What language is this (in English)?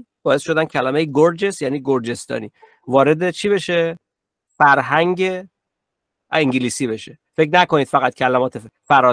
Persian